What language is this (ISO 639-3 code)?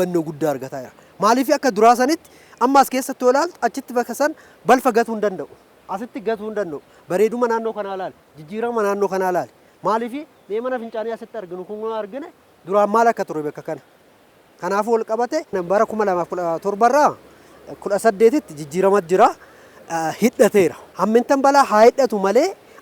orm